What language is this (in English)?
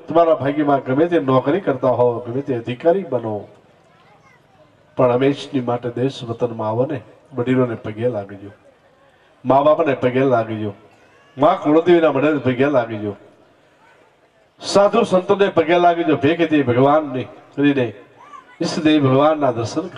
Gujarati